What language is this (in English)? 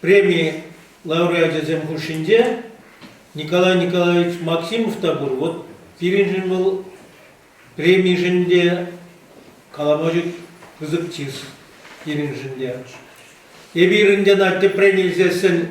Chuvash